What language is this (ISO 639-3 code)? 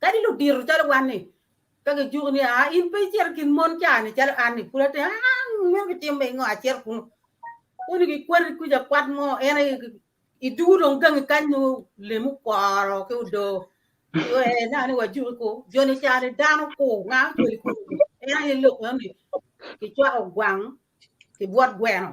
ach